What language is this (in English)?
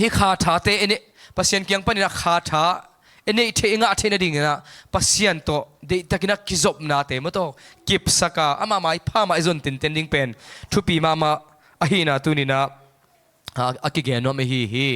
Tedim Chin